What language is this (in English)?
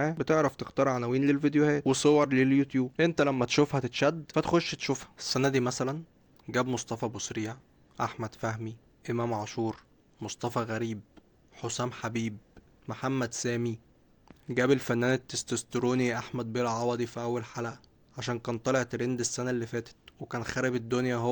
Egyptian Arabic